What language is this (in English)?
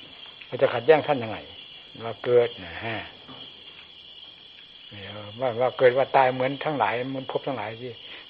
Thai